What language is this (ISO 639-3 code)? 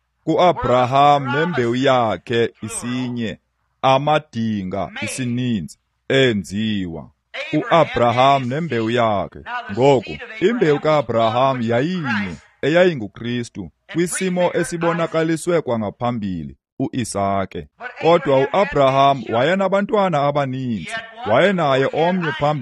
xho